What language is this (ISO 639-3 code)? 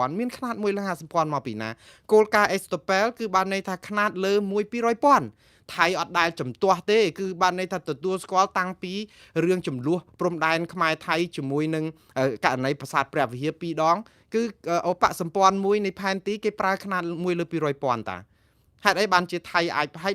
khm